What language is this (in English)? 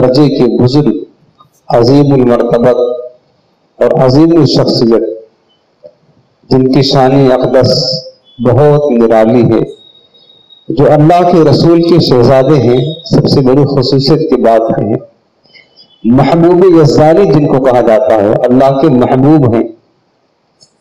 Urdu